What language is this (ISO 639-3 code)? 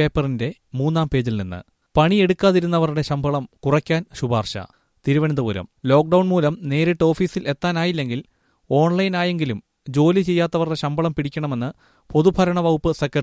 mal